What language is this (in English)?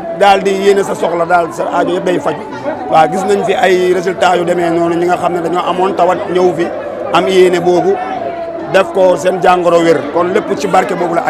Wolof